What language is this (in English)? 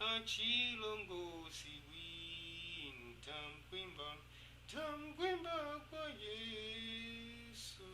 Tumbuka